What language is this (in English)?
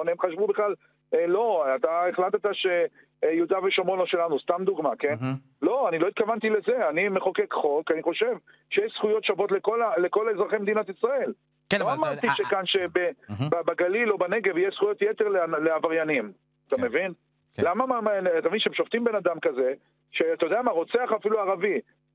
Hebrew